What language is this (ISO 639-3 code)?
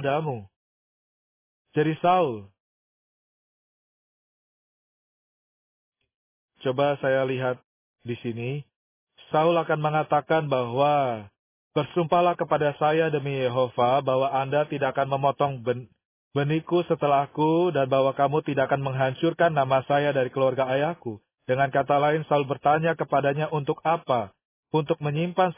ind